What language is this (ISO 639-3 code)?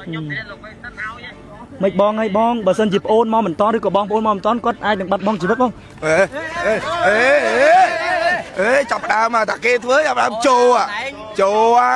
khm